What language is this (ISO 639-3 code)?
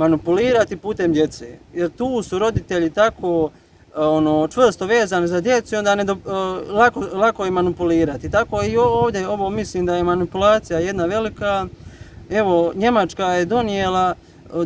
bos